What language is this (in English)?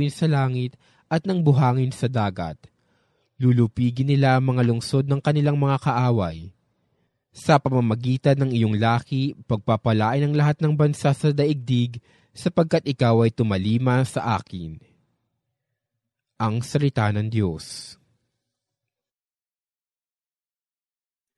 Filipino